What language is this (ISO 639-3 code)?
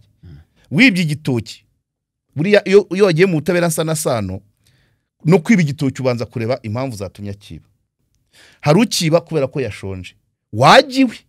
kin